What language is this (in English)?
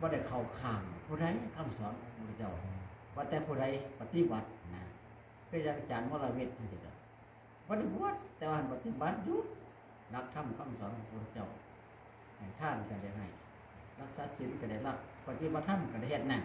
Northeastern Thai